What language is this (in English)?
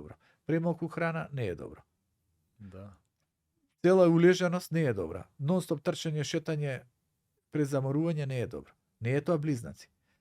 Macedonian